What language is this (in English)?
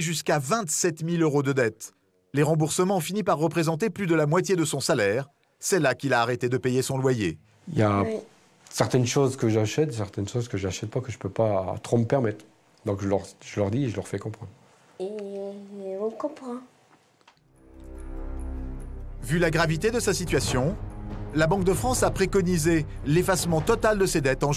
French